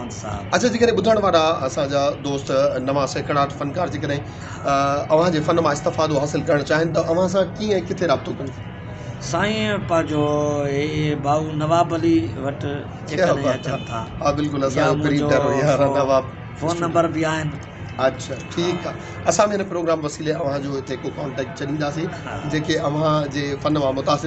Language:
Sindhi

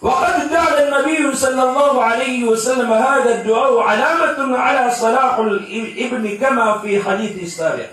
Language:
Maranao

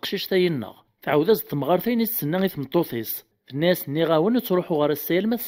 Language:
Kabyle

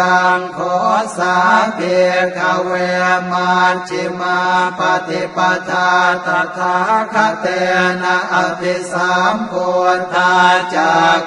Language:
Pali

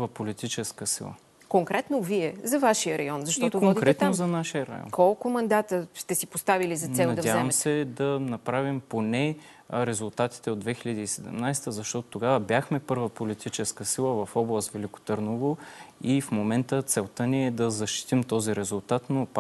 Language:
Bulgarian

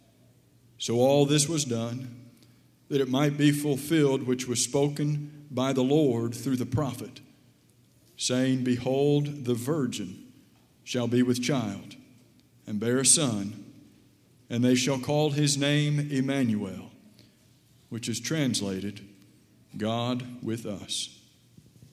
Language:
English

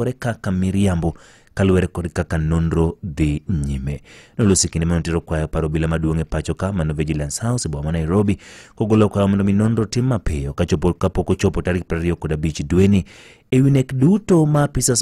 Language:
Luo (Kenya and Tanzania)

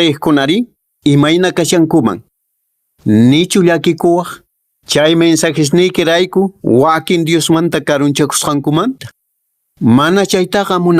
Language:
Quechua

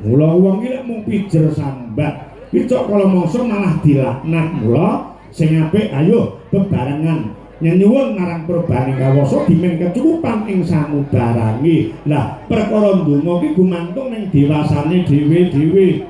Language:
Javanese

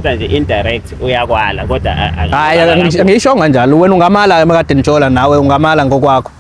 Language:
Zulu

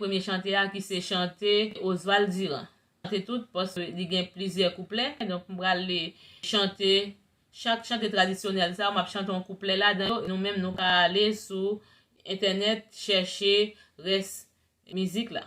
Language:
Haitian Creole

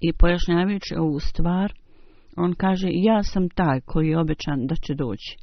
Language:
Bosnian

